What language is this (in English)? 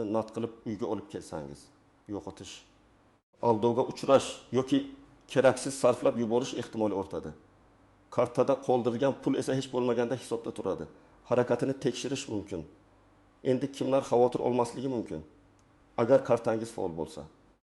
Uzbek